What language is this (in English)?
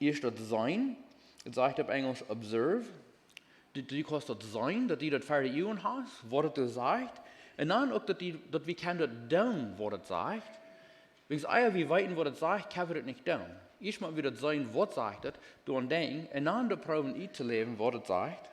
Plautdietsch